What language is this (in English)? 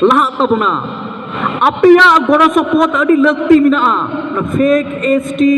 Santali